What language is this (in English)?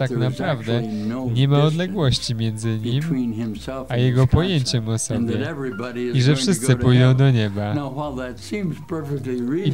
Polish